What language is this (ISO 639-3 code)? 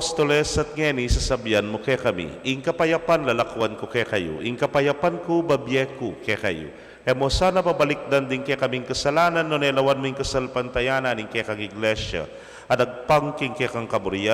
pam